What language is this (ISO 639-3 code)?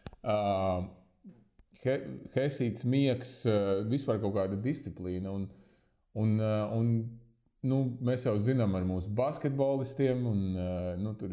lav